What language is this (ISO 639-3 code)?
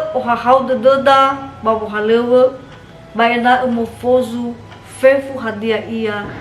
nia